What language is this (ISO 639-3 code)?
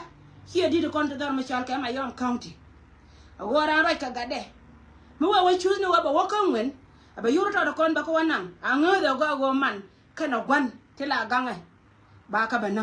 nus